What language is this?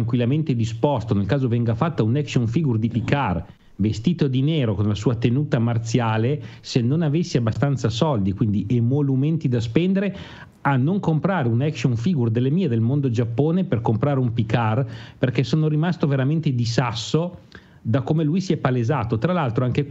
Italian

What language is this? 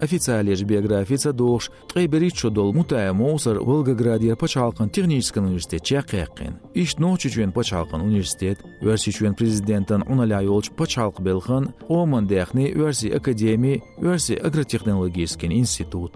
Chechen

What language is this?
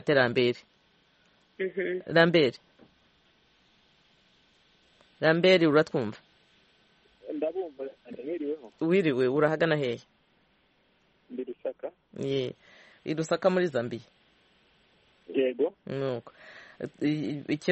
Kinyarwanda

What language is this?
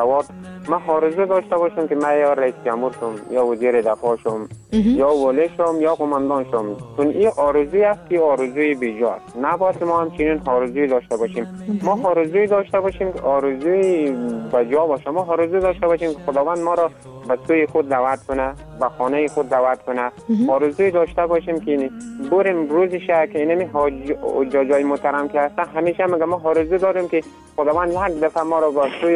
Persian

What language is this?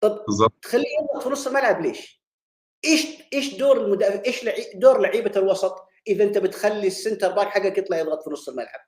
Egyptian Arabic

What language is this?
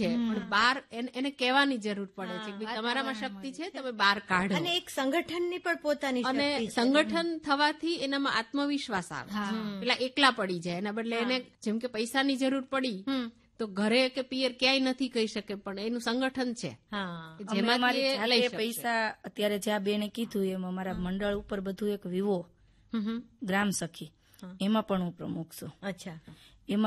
Gujarati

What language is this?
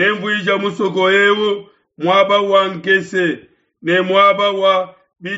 Luba-Lulua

